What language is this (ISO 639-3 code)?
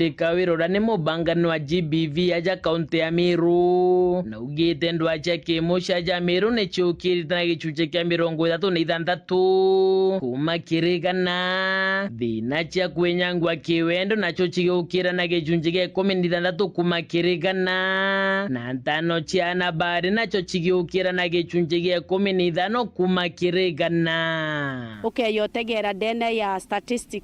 mer